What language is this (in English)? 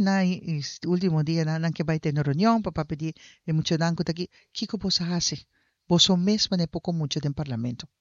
Papiamento